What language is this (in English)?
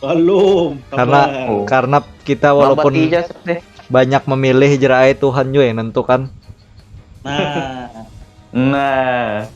Banjar